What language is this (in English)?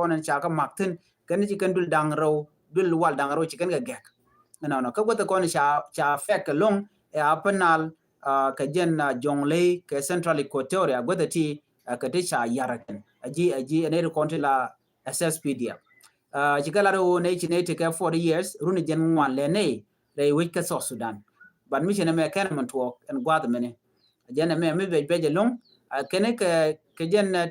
Nuer